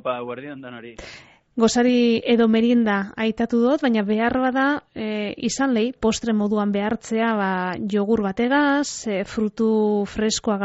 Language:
Basque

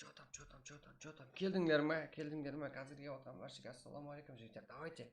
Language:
Kara-Kalpak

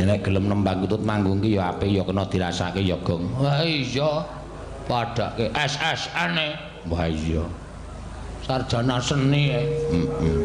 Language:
Javanese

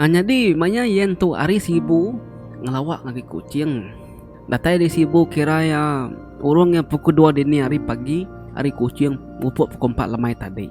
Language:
Iban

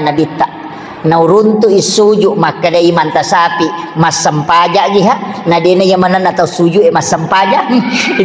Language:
Buginese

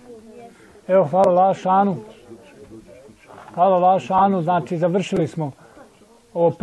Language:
Bosnian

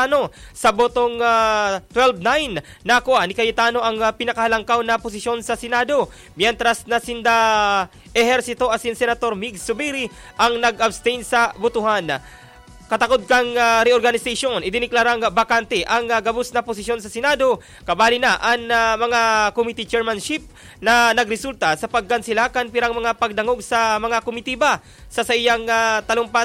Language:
Bikol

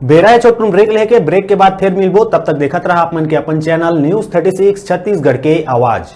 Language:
Chhattisgarhi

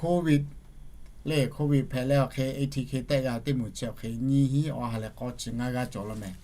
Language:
Lahu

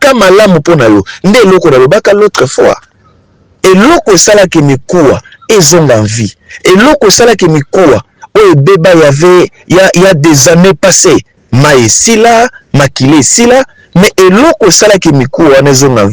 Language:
Lingala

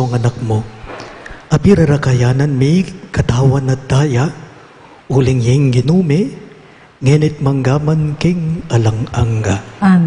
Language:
Pampanga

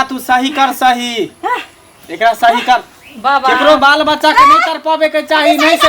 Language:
Maithili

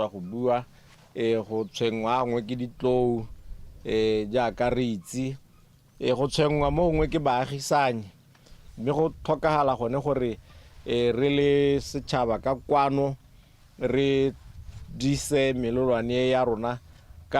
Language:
Tswana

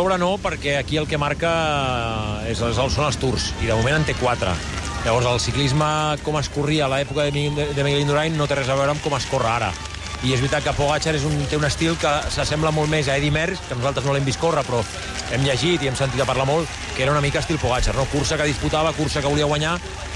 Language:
Catalan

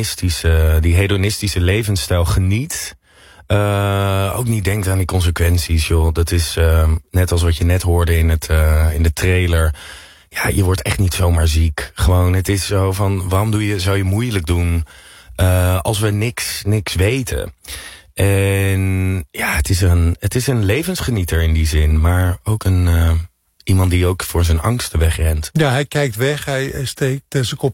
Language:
Dutch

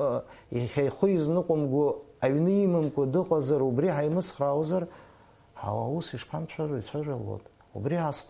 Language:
Abkhazian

